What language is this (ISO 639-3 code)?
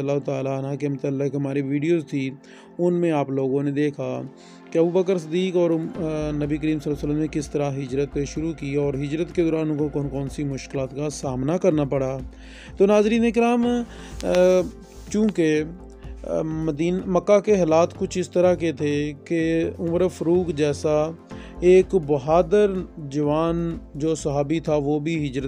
urd